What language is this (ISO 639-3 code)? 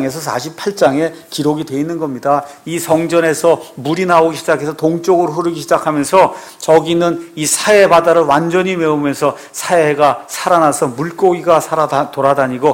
kor